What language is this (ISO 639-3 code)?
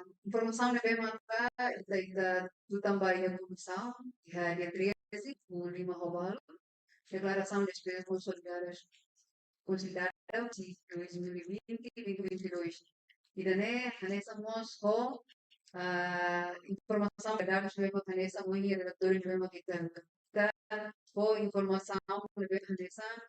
tet